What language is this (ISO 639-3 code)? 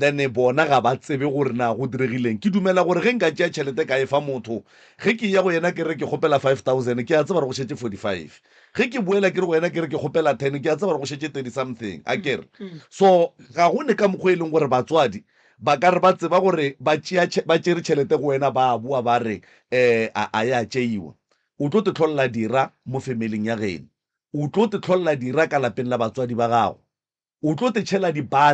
nso